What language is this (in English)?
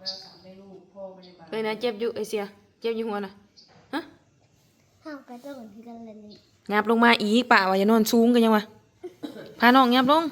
Northeastern Thai